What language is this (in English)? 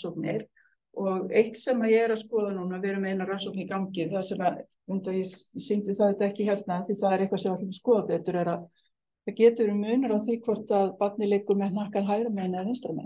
Icelandic